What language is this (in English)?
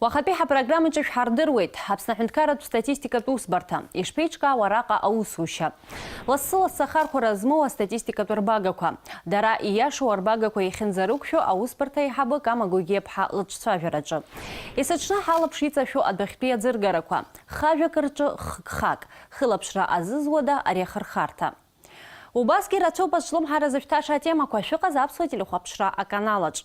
Abkhazian